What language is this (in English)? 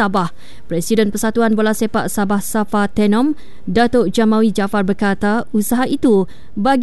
Malay